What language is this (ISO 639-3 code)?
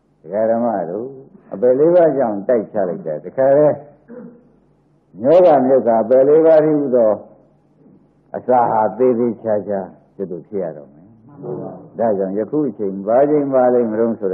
mya